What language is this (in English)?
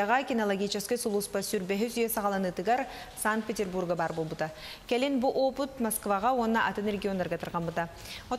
Yakut